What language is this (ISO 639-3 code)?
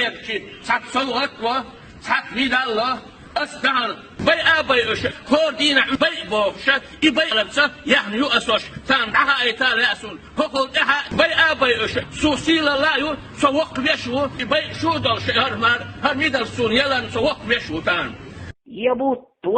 che